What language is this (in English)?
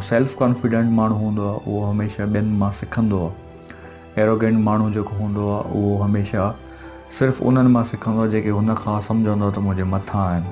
Sindhi